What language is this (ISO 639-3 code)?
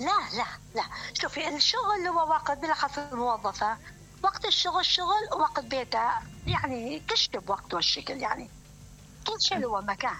acm